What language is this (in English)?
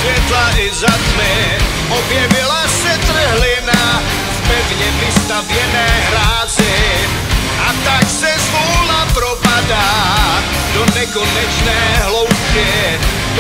Czech